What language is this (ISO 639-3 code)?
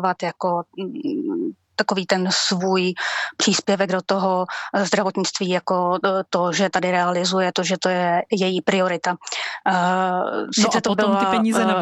ces